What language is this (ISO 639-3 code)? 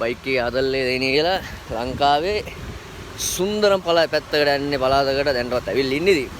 sin